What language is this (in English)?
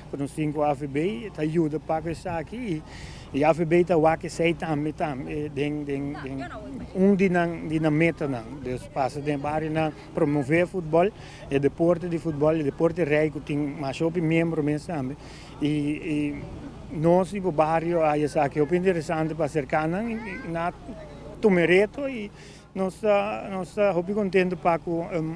Papiamento